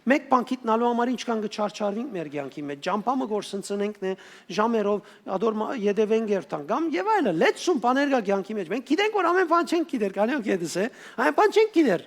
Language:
Western Armenian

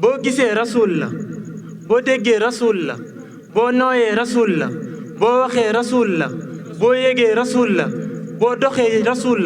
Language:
Wolof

